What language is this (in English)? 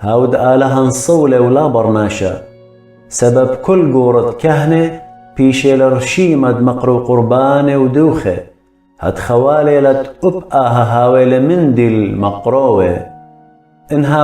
Assyrian Neo-Aramaic